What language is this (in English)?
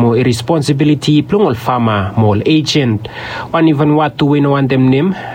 Bislama